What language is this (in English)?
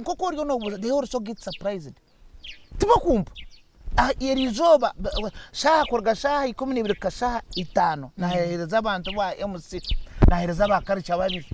Nyankole